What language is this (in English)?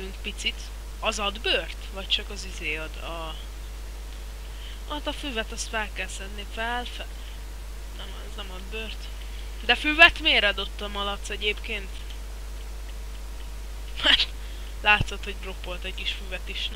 Hungarian